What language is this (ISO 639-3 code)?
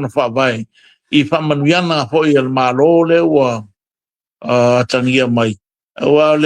smo